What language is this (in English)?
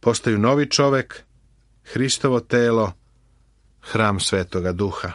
Serbian